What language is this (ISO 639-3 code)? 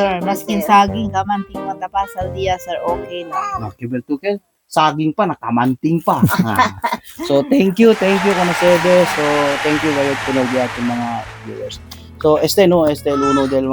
cbk